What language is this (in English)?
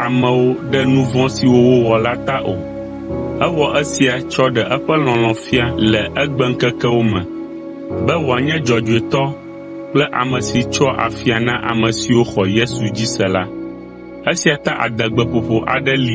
Ewe